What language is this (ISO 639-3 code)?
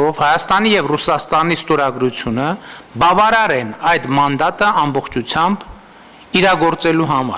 hye